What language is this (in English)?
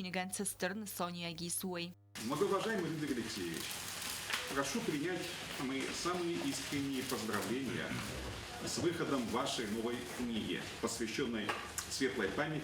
Ossetic